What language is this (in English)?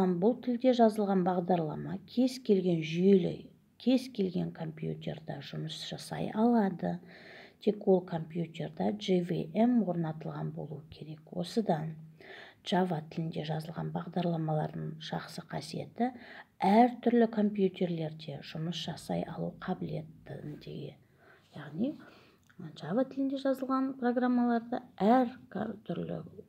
Kazakh